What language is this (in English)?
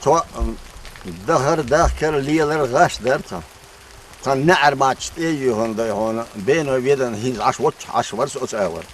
Chechen